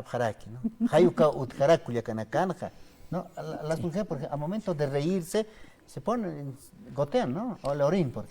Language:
Aymara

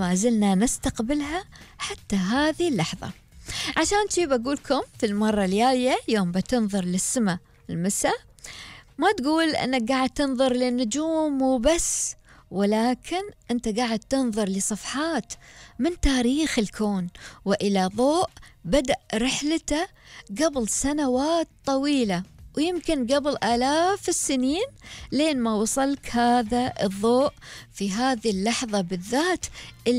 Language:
Gulf Arabic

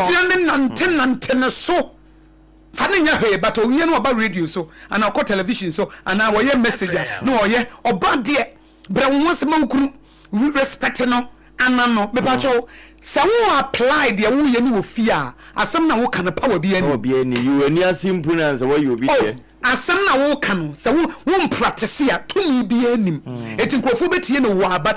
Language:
Akan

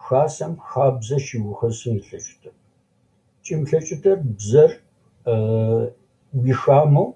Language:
Adyghe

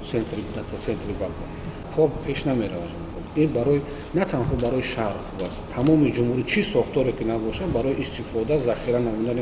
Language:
Tajik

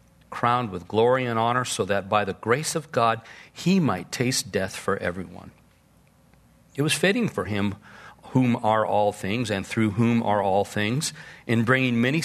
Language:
English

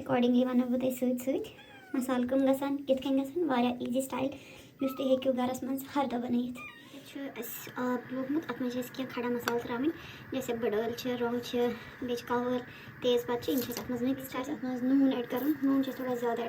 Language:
Kashmiri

